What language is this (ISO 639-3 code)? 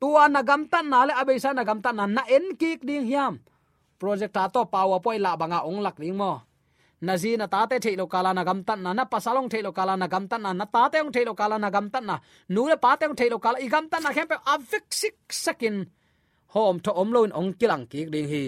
ctd